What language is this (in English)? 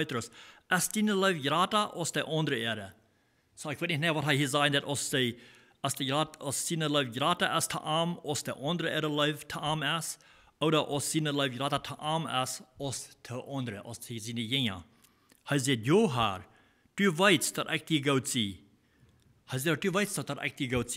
Plautdietsch